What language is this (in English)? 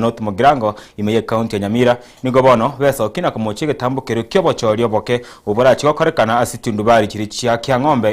Gusii